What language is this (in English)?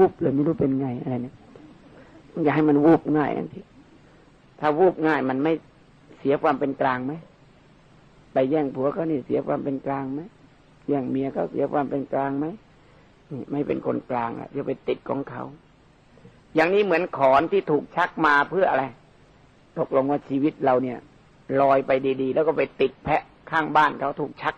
Thai